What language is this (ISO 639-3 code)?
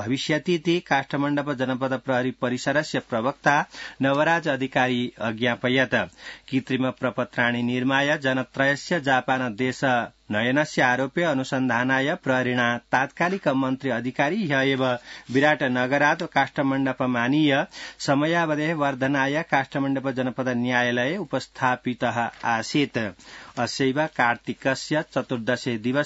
san